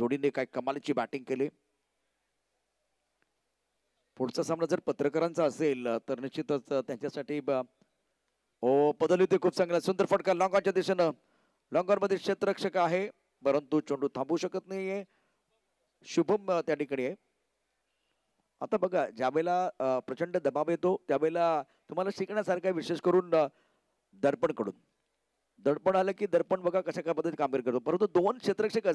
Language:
Marathi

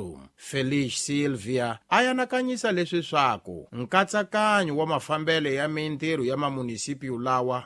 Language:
Tsonga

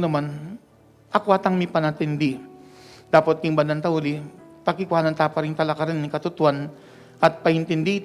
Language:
Pampanga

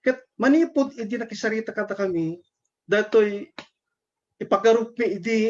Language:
Iloko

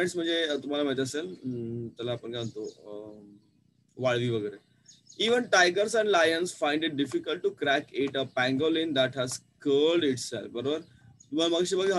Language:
Marathi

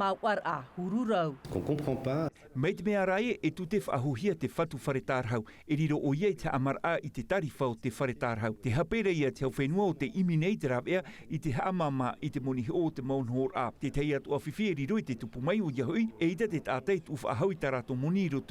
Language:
Tahitian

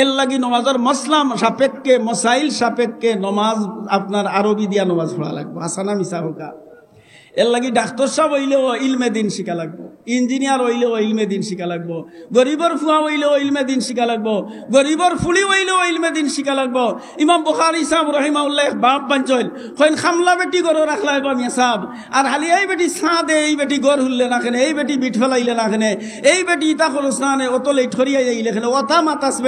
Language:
Sylheti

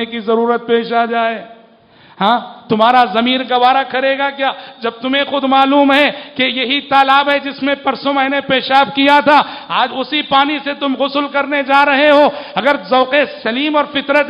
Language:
Urdu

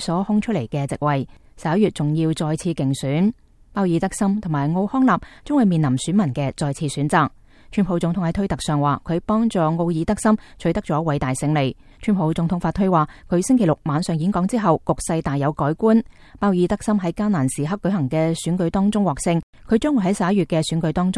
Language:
Cantonese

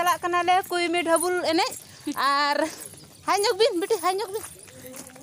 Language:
Santali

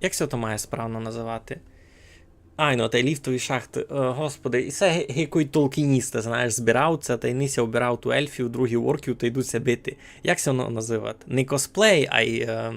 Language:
Rusyn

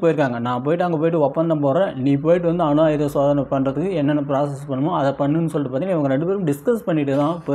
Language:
Tamil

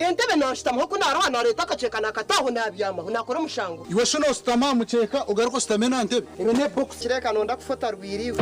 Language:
Nyankole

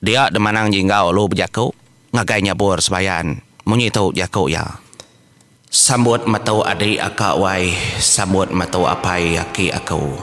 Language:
Iban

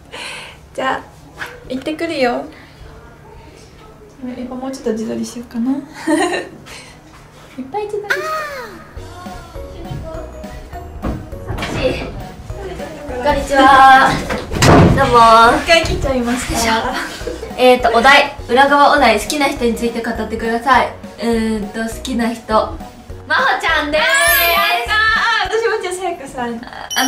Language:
Japanese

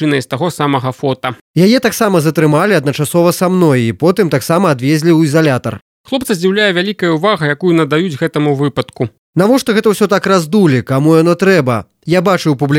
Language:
Belarusian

